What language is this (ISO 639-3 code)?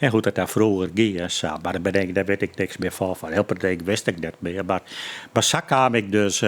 fry